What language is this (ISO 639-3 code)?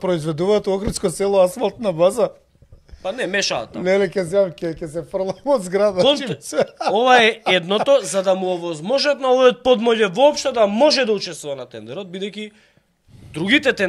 mkd